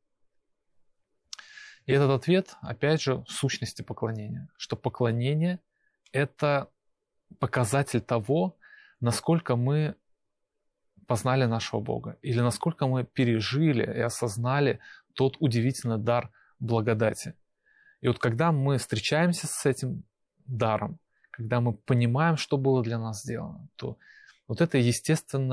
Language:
Russian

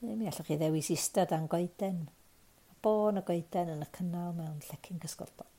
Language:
Welsh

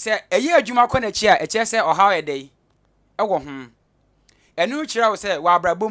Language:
Akan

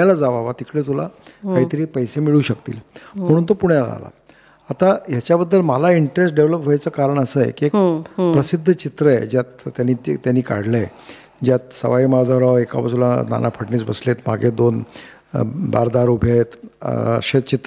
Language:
Marathi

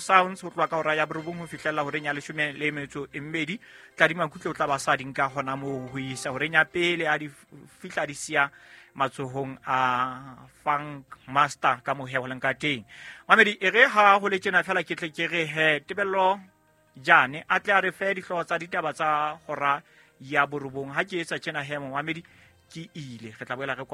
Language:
Southern Sotho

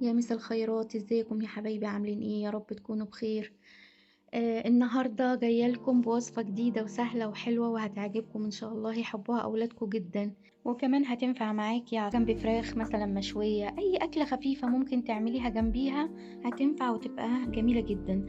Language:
Egyptian Arabic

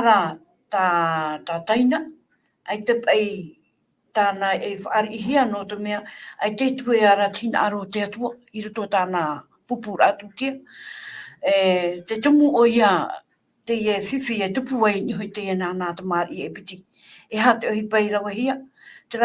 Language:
Tahitian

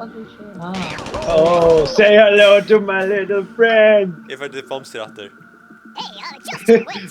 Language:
Faroese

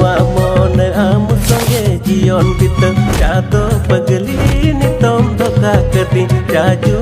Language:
Santali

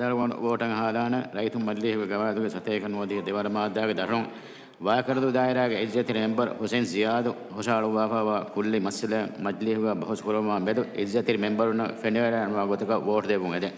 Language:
Divehi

